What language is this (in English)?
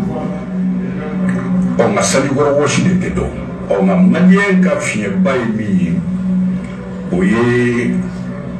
Bambara